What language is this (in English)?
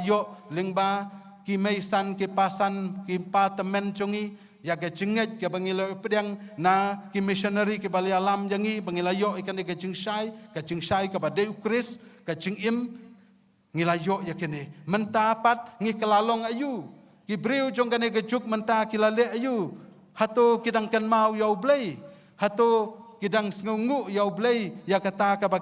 Khasi